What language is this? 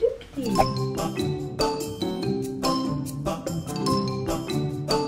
Swedish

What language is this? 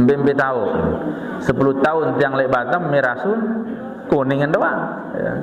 Sasak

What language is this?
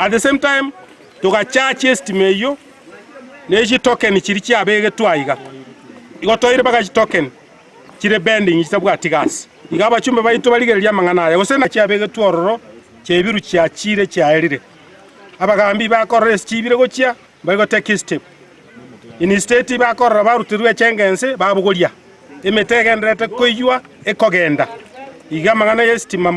Gusii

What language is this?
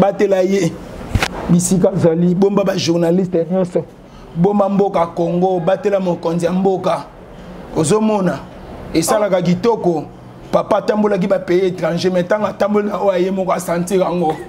Lingala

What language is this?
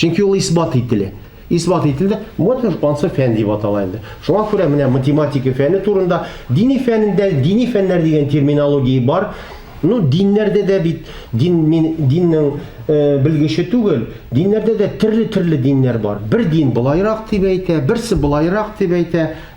Tatar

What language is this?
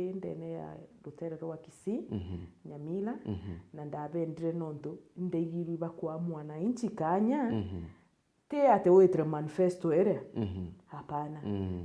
Meru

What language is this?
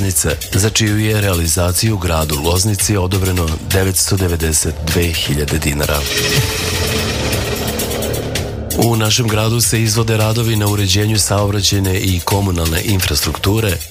Serbian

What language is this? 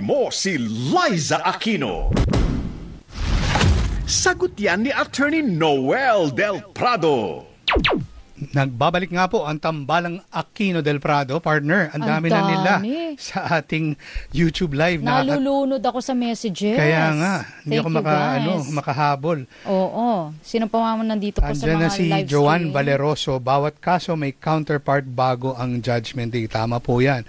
Filipino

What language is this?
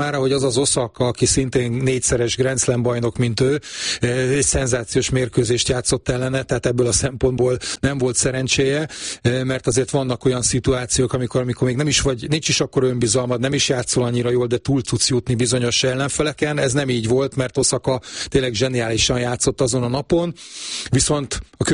Hungarian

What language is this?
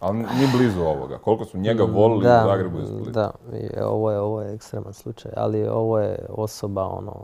Croatian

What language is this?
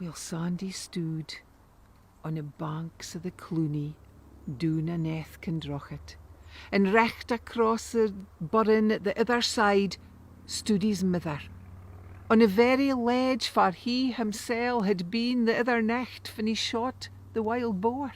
Scots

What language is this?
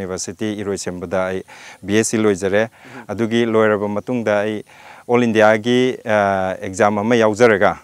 Manipuri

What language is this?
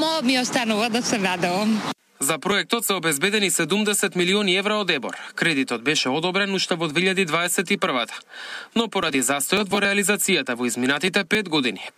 Macedonian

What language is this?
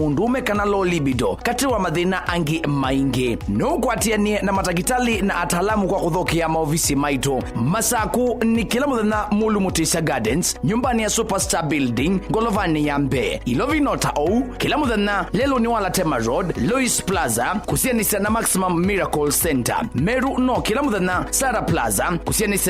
Kamba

